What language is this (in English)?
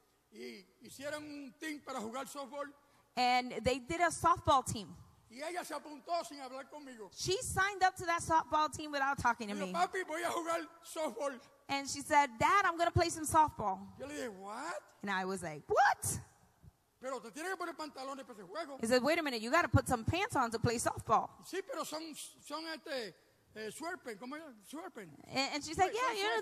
Spanish